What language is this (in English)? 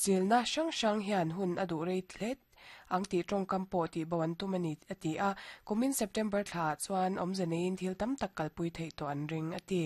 Mizo